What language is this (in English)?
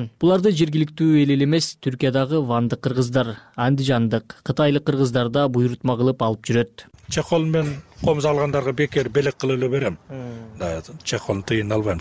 Kyrgyz